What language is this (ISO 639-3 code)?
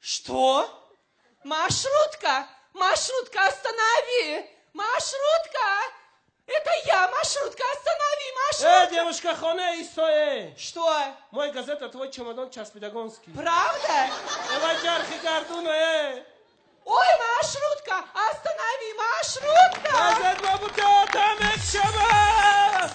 tgk